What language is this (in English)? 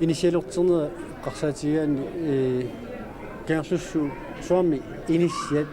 Kalaallisut